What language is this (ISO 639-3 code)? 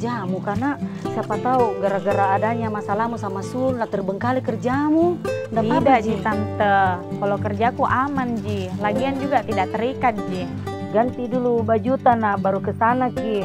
mfp